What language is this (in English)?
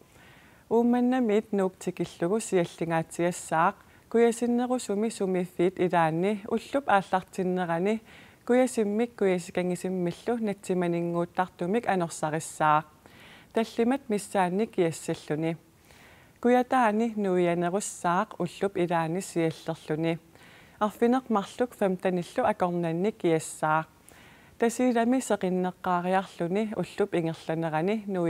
Kalaallisut